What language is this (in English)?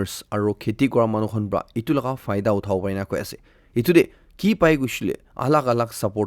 Naga Pidgin